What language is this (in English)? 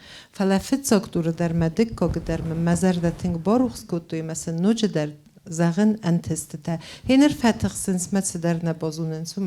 Ossetic